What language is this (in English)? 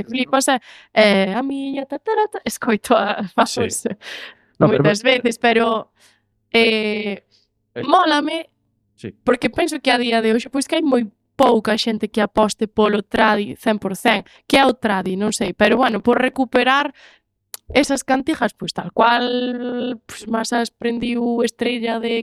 Galician